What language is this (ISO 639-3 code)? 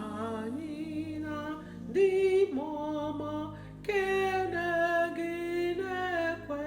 ibo